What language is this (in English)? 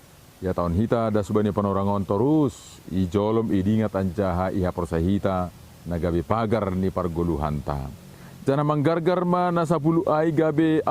Batak Simalungun